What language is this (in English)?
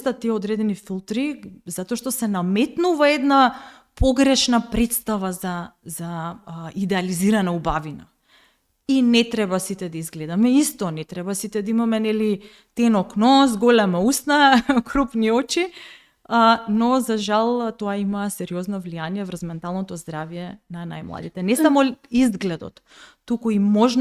Macedonian